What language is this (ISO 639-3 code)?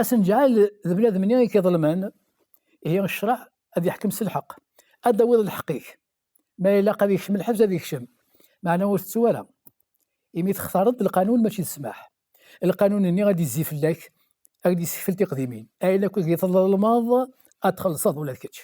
kab